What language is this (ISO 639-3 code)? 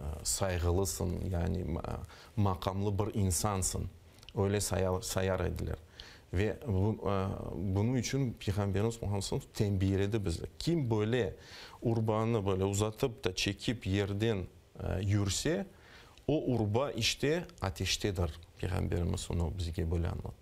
crh